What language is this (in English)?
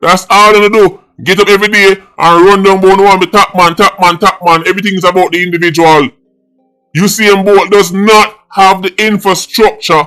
Jamaican Creole English